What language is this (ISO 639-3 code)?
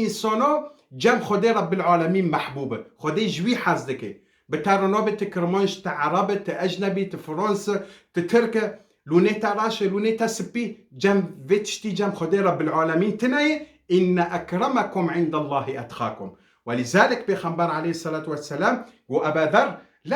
kur